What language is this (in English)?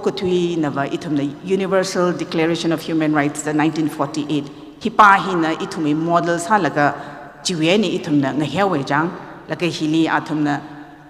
Tangkhul Naga (India)